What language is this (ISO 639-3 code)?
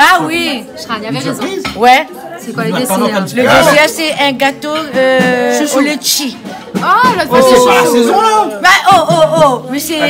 rcf